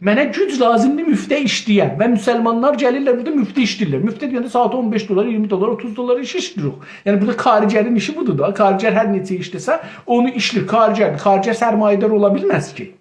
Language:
South Azerbaijani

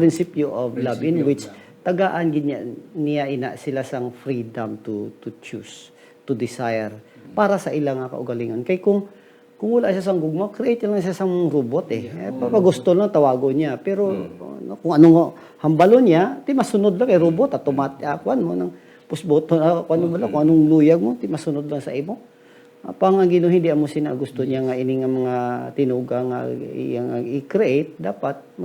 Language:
Hiligaynon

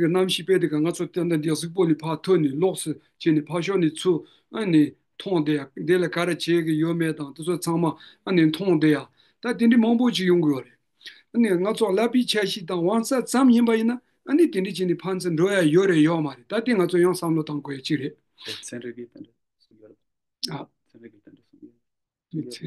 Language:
Tibetan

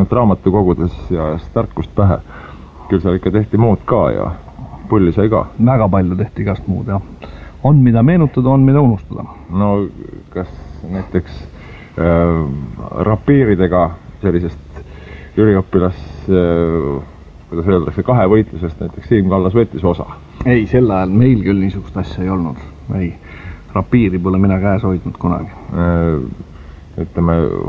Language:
Estonian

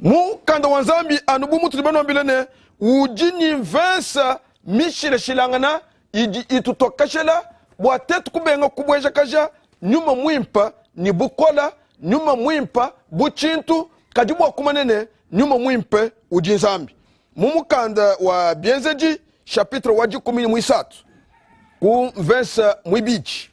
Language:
Luba-Lulua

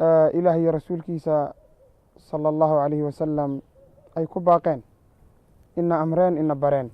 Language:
Somali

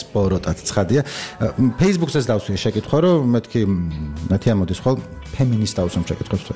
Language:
Georgian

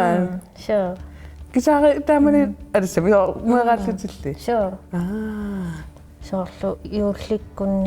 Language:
Kalaallisut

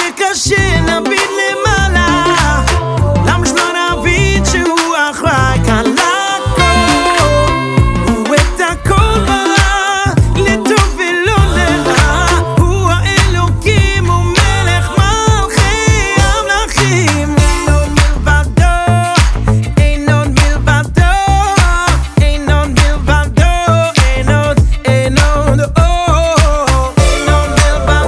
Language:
Hebrew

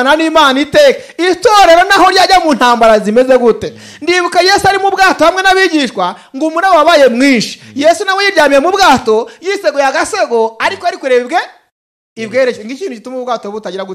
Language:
Kinyarwanda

